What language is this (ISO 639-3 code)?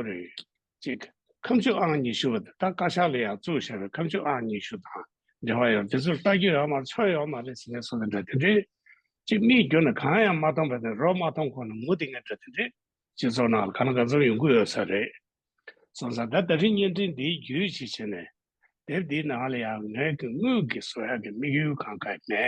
bod